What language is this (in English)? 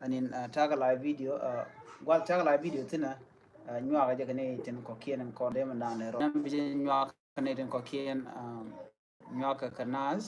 Nuer